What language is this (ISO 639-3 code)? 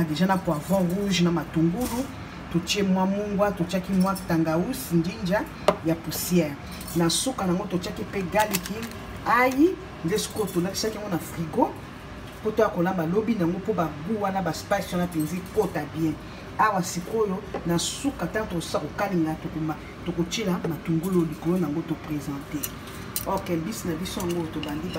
lin